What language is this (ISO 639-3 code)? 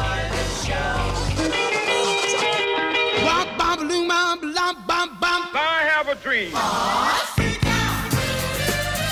spa